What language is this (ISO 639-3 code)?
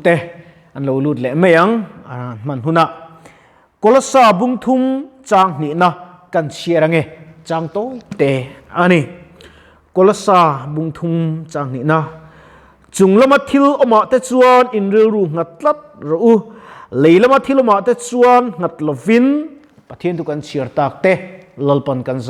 lus